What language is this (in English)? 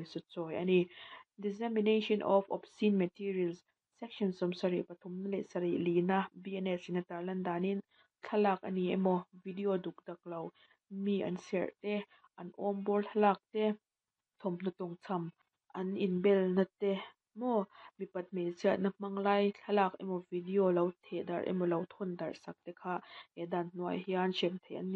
Mizo